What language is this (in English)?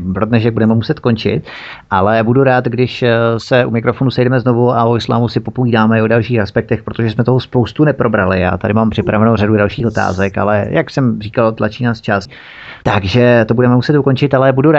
Czech